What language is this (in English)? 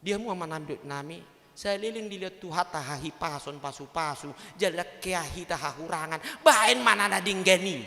Batak Toba